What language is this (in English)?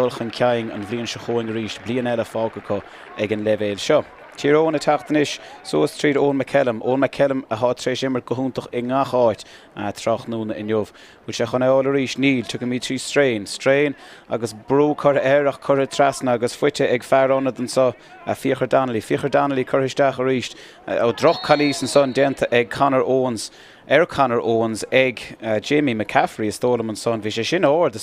Irish